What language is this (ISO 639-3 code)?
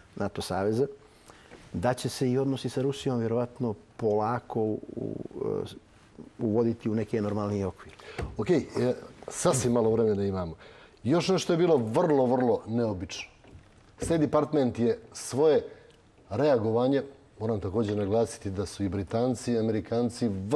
bos